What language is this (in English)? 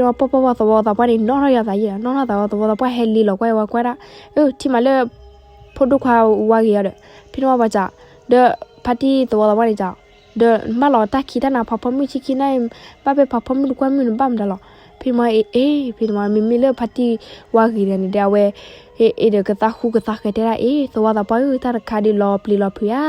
S'gaw Karen